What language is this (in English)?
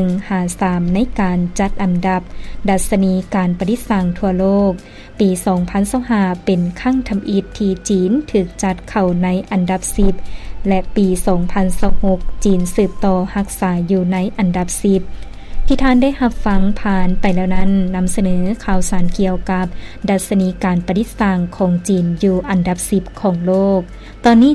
Lao